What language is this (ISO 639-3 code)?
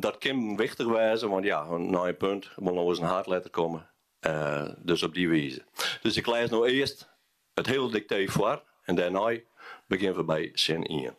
fry